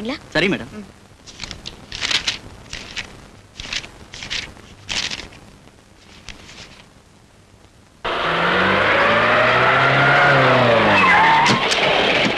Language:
Tamil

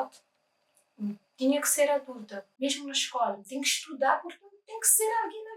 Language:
Kabuverdianu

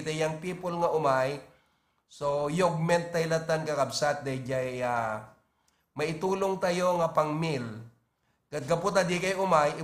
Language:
Iloko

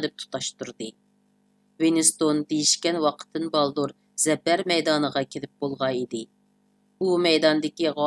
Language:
Uyghur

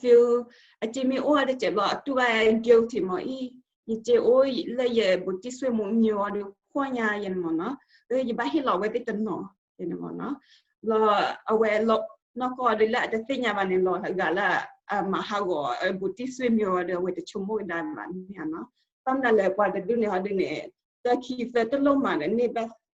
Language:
S'gaw Karen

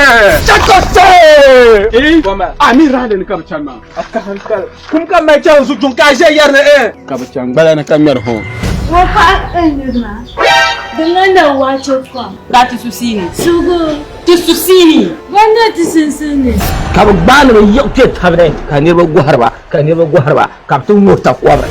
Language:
Dagbani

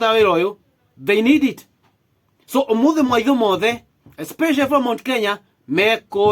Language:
Kikuyu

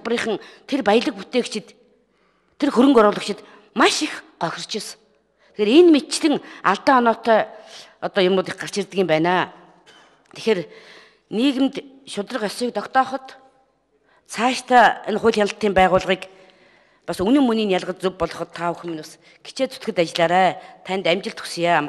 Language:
Mongolian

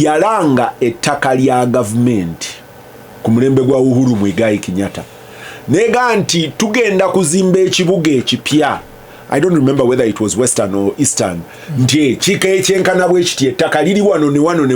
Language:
Ganda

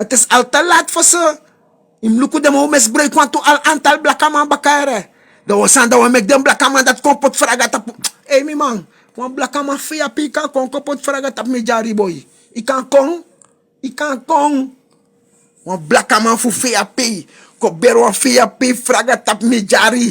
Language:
Sranan Tongo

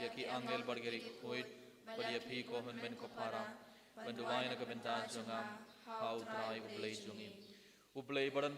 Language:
Khasi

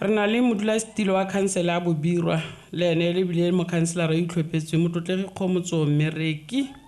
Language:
Tswana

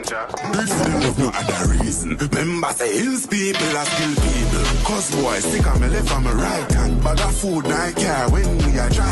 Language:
Jamaican Creole English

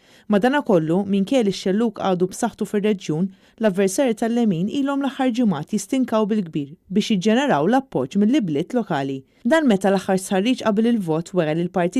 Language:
Maltese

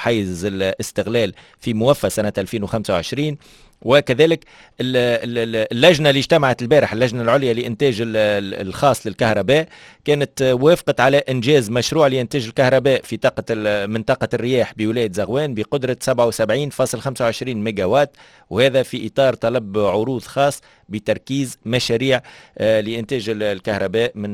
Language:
Tunisian Arabic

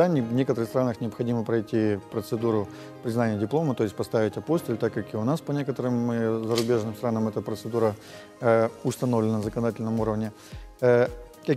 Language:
Russian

